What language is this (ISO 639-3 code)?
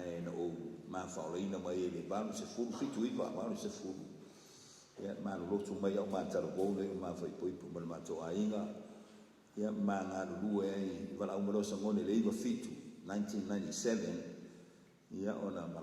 smo